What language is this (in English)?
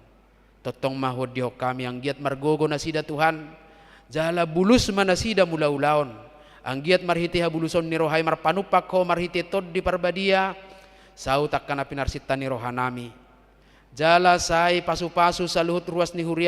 Batak Toba